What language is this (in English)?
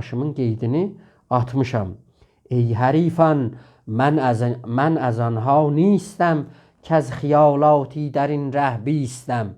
South Azerbaijani